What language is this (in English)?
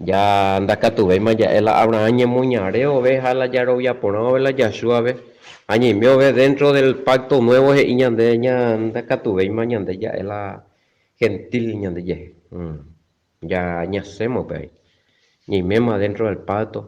Guarani